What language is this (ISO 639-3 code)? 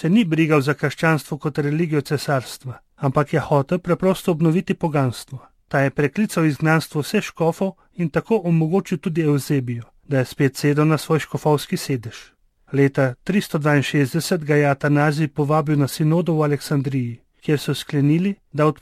slv